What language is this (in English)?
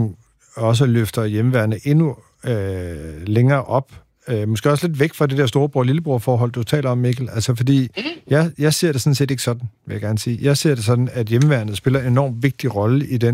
Danish